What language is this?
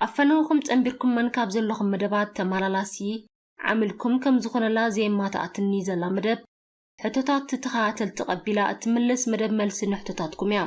Tigrinya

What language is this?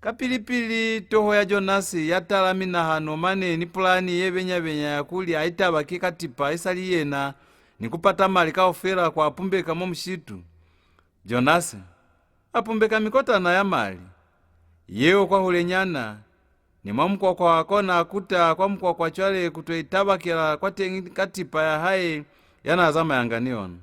Lozi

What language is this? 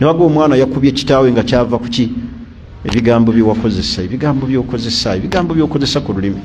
Ganda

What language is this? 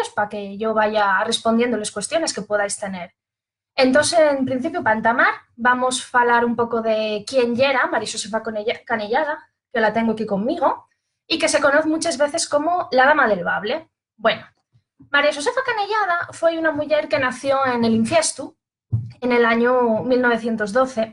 Asturian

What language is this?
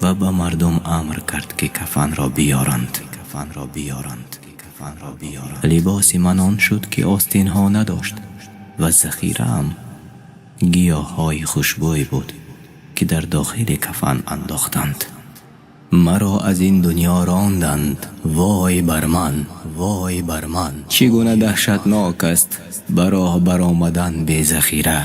Tajik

